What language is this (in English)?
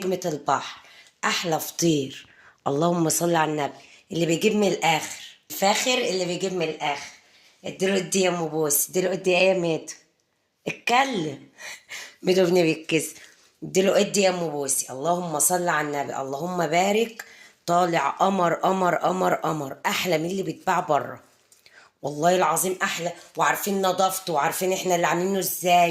Egyptian Arabic